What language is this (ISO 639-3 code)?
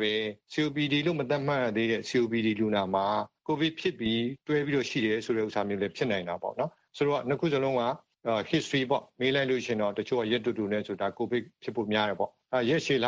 mya